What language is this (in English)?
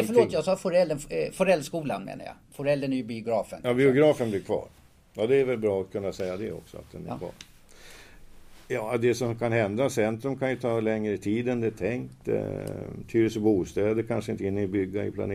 Swedish